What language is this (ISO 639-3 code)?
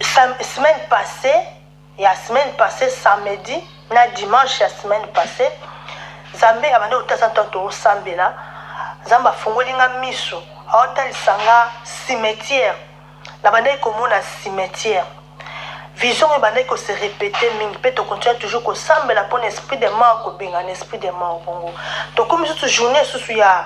lin